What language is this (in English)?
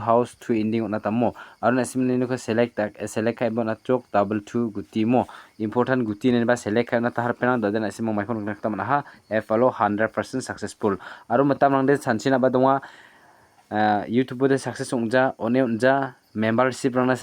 Garo